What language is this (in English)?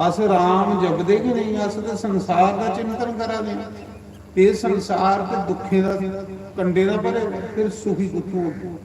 Dogri